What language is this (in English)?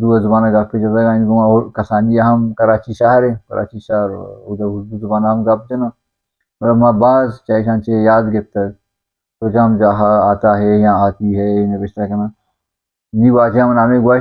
Baluchi